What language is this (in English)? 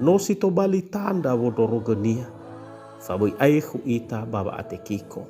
Nias